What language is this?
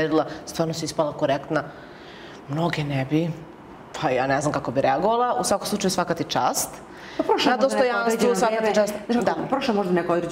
Serbian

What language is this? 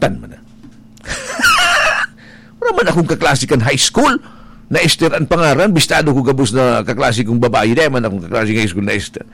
Bikol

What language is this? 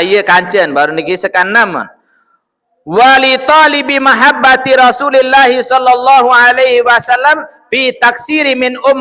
Sasak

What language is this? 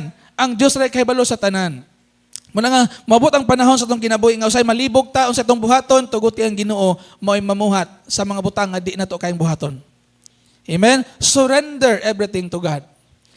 Cebuano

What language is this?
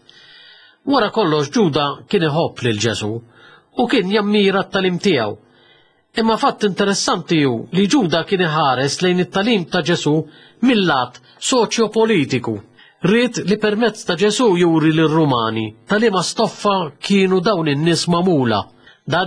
Maltese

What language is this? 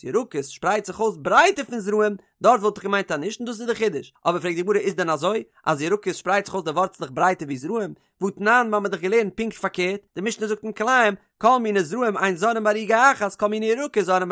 Yiddish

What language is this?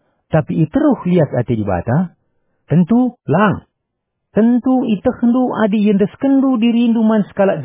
Batak Karo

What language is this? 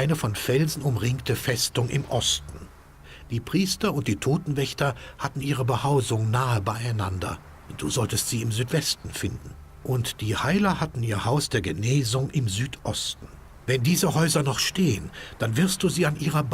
Bavarian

